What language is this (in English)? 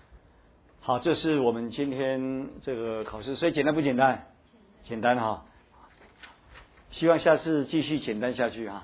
Chinese